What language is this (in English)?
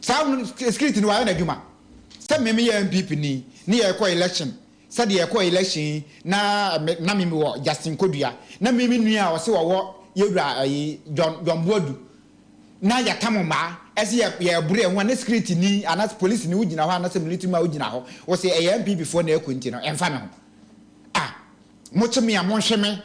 Akan